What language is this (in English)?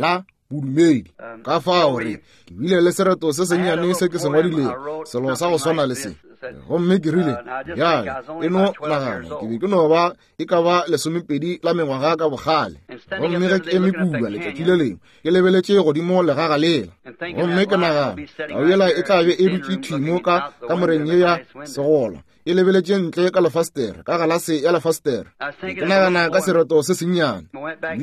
Northern Sotho